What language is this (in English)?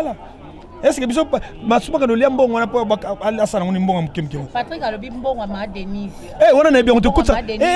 Lingala